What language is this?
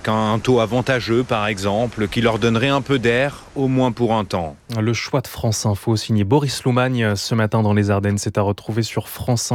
French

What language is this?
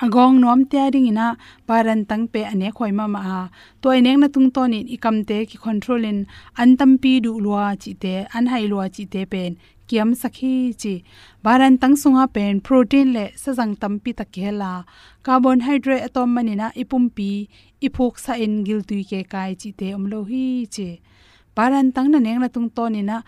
Tedim Chin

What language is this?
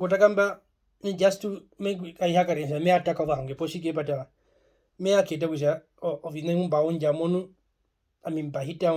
Herero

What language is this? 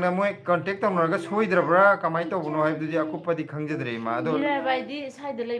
Manipuri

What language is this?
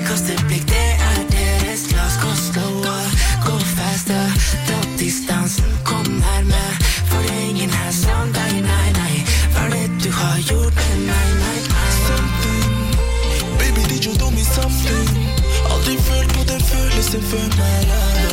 Norwegian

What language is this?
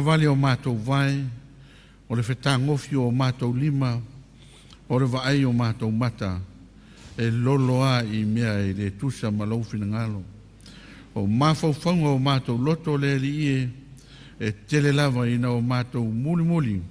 Samoan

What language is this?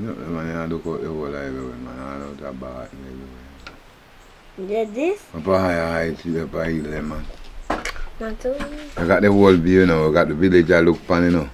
Jamaican Creole English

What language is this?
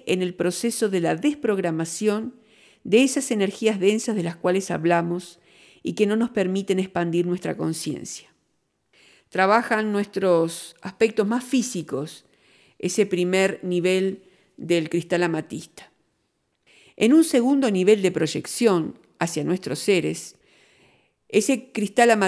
Spanish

